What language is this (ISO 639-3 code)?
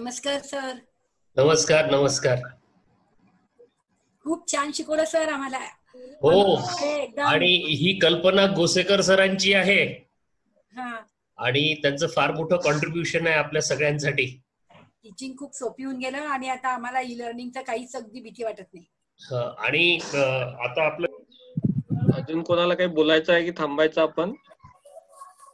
mar